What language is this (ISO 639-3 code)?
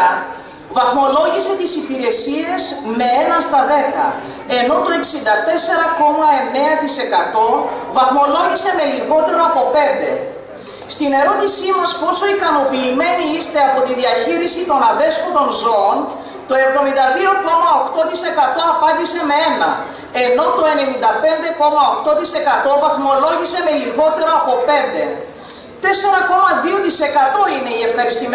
ell